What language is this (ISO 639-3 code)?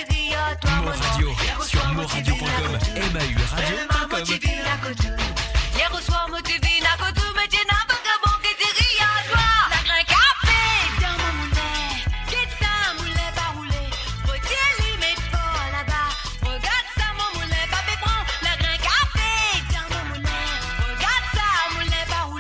mfe